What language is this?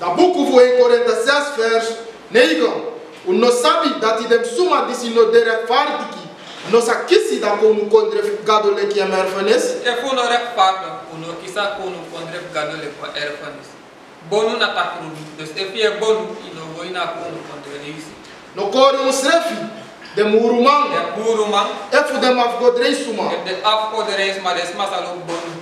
Sranan Tongo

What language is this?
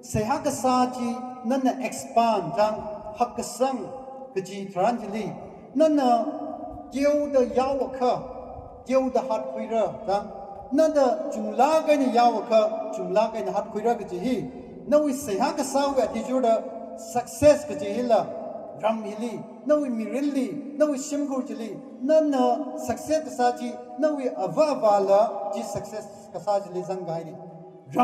Tangkhul Naga (India)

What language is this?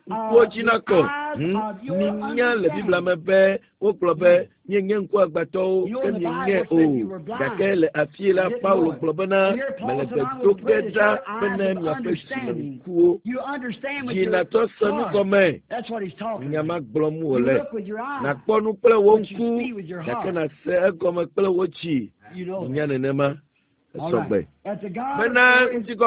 Ewe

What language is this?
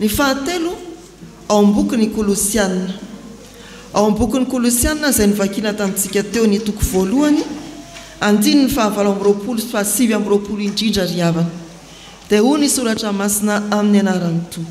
Malagasy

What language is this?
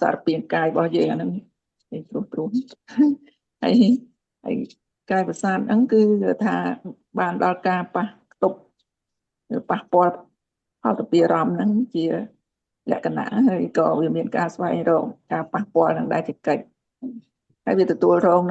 Khmer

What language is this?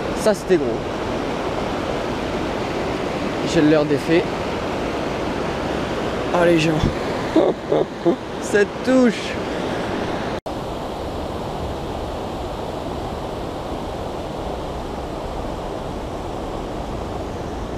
French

